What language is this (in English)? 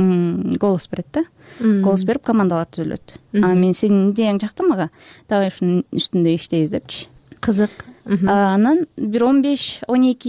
Kyrgyz